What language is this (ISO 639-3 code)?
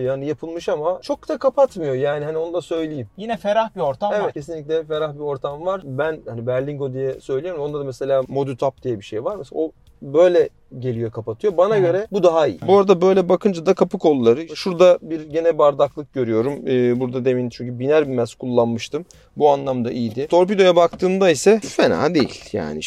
tur